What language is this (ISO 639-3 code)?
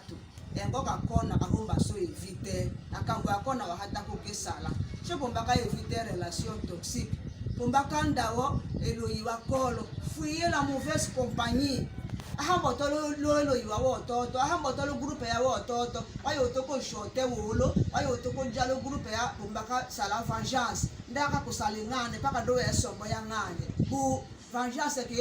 tll